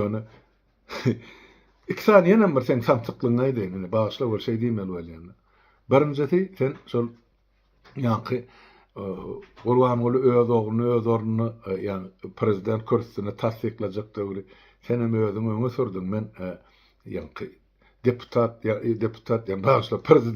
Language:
Turkmen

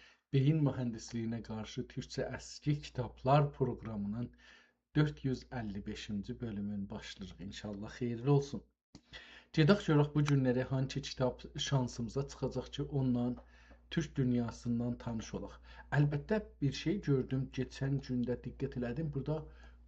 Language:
South Azerbaijani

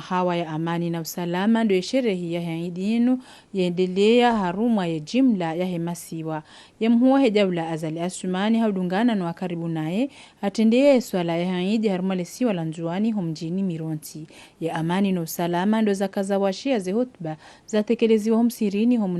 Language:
Ngazidja Comorian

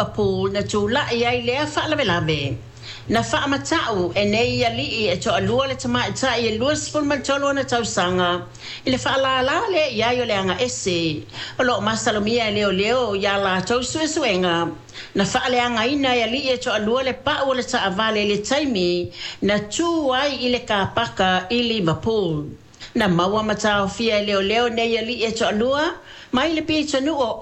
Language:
Samoan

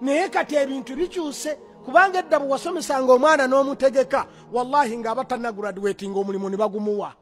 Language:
Ganda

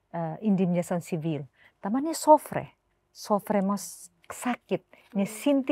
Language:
Tetum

